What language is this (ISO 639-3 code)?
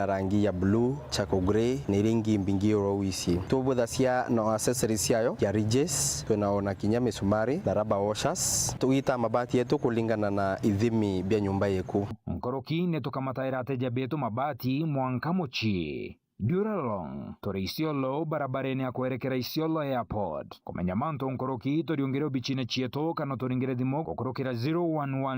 mer